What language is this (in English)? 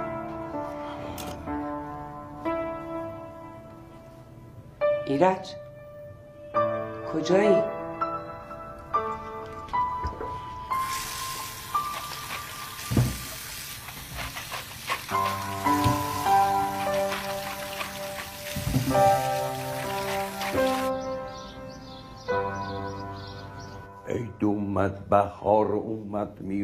Persian